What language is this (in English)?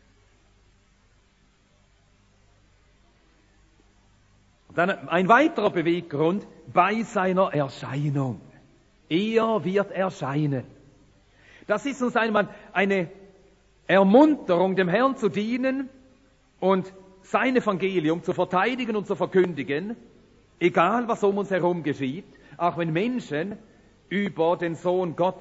German